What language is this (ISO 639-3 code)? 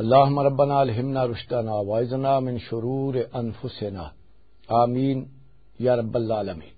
lah